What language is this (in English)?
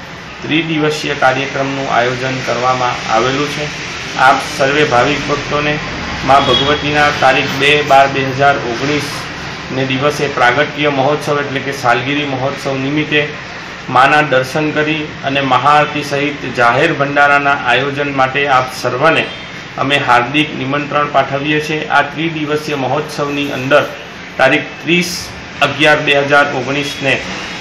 Gujarati